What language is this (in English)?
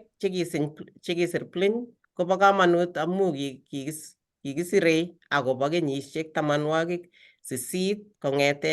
Kalenjin